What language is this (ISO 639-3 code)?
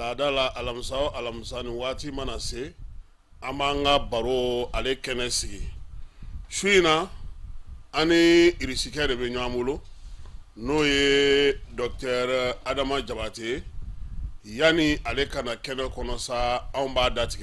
bam